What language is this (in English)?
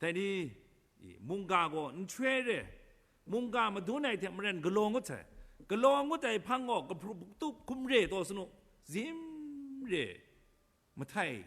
Kachin